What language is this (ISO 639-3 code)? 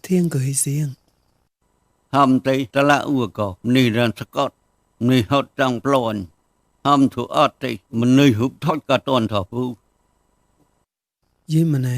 mnw